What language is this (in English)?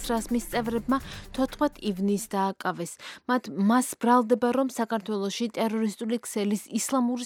Georgian